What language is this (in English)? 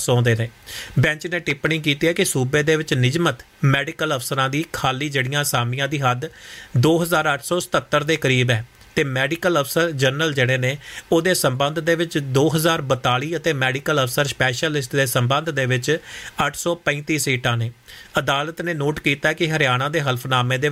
Punjabi